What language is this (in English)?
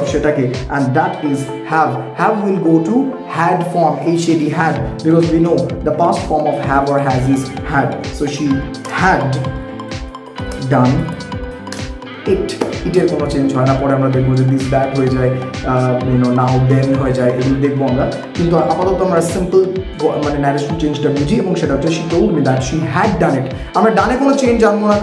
Bangla